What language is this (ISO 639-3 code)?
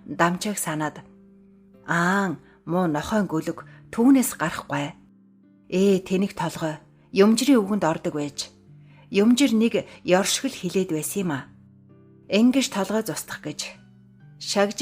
mon